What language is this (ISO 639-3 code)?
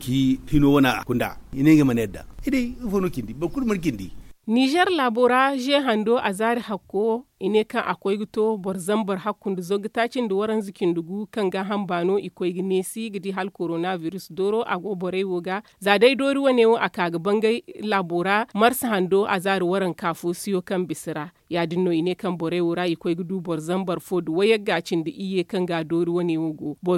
dje